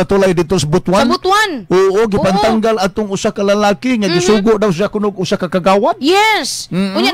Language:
Cebuano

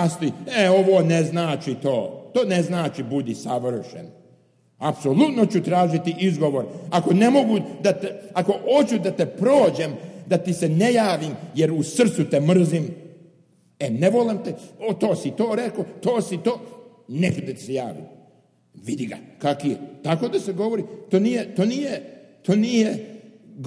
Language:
Serbian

